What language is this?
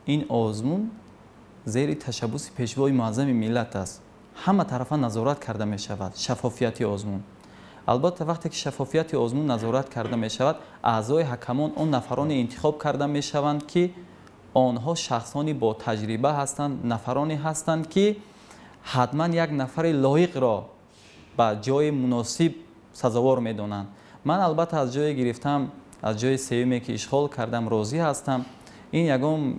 Tajik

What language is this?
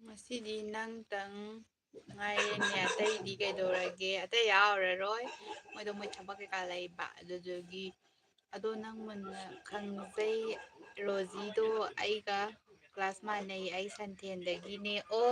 Manipuri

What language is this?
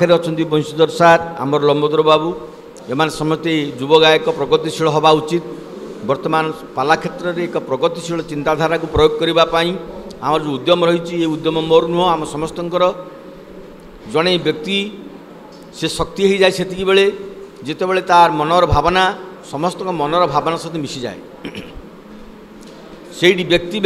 Odia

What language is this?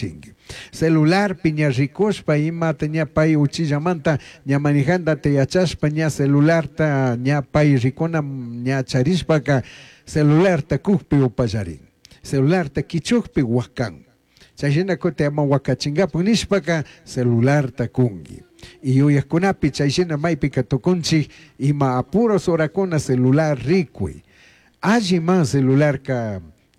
Chimborazo Highland Quichua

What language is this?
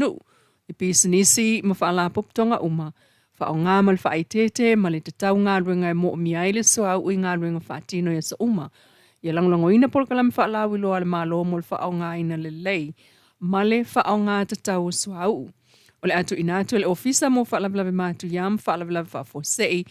Samoan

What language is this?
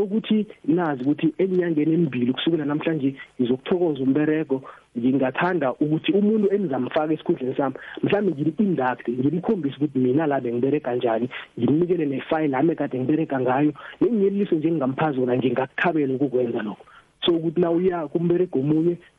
South Ndebele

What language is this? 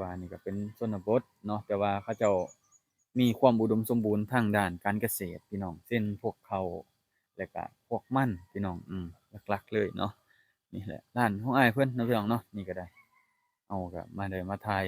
Lao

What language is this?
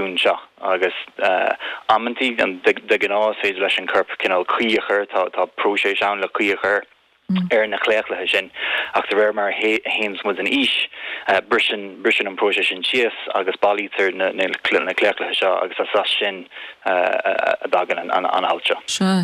Irish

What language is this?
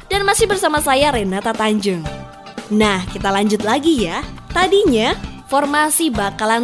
Indonesian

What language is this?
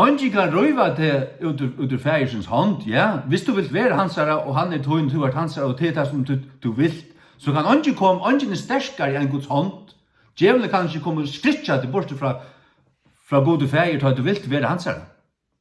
Faroese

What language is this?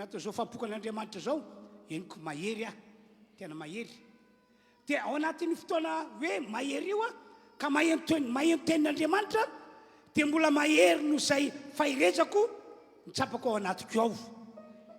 Malagasy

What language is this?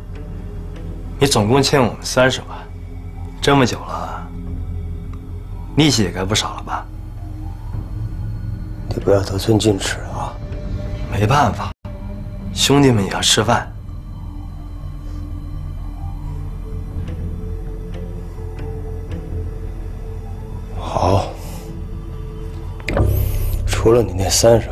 Chinese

